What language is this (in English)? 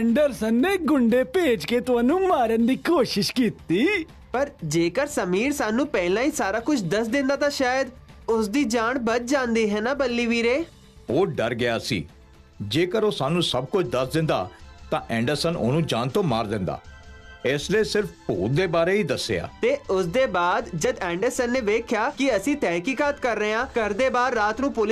Punjabi